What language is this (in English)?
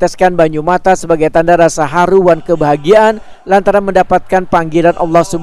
Banjar